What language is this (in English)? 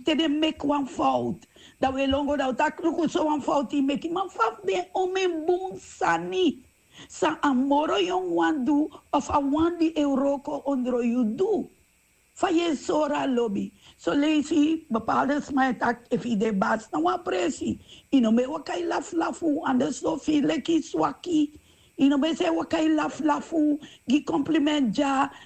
Sranan Tongo